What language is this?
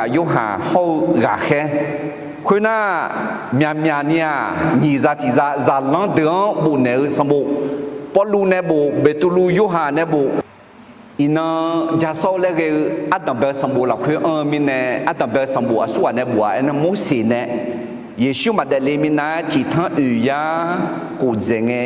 Akha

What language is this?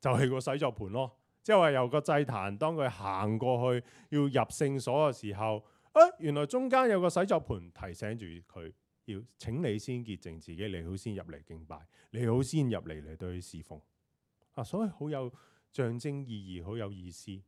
Cantonese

